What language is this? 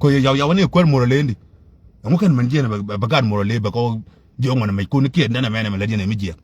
Nuer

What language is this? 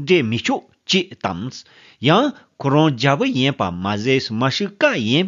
Tibetan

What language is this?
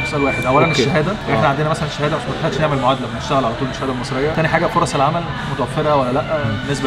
Egyptian Arabic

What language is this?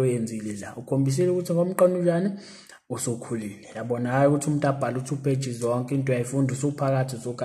Zulu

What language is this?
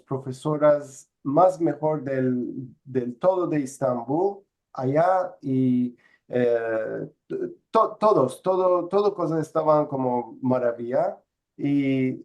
Ladino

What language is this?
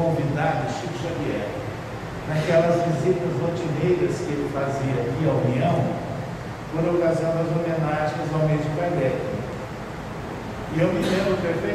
Portuguese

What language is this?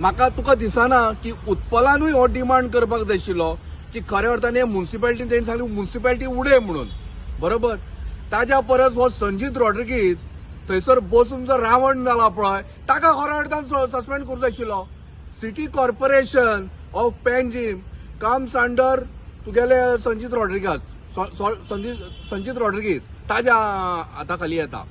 Konkani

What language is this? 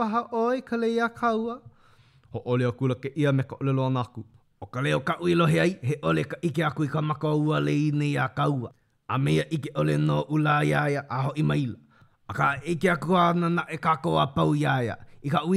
Hawaiian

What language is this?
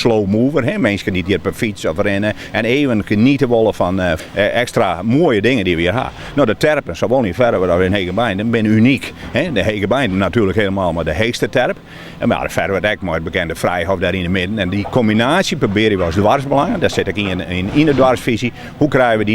Western Frisian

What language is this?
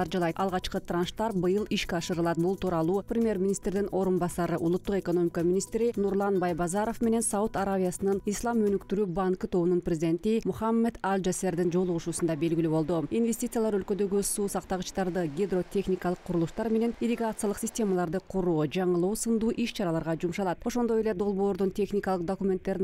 Kyrgyz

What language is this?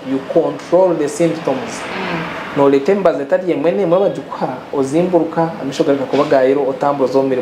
Nyankole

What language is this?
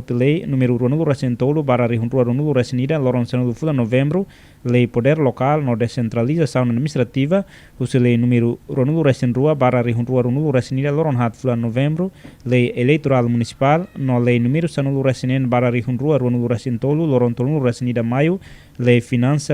Tetum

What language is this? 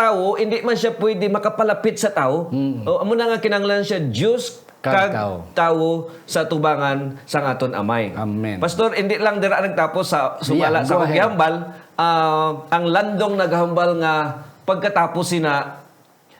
Hiligaynon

